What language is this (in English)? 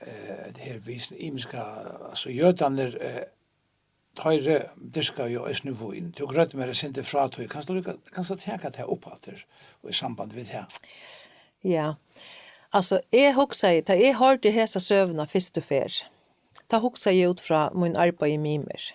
Faroese